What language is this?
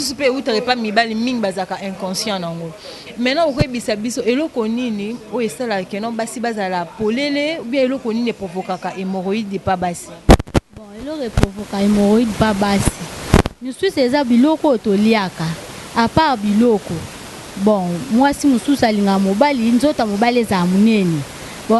Lingala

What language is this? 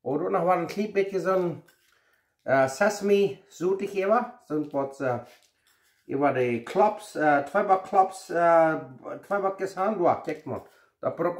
Plautdietsch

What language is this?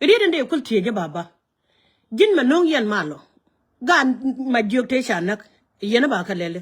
Nuer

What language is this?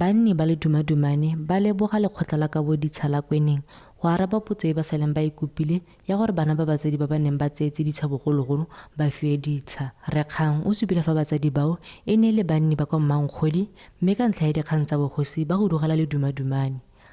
Tswana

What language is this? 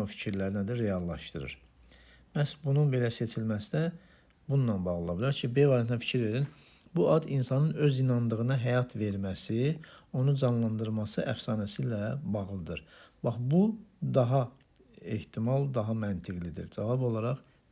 Azerbaijani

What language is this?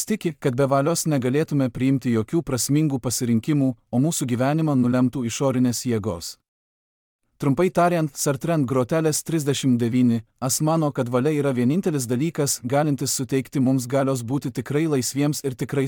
Lithuanian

